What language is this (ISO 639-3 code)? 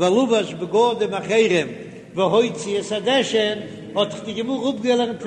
yid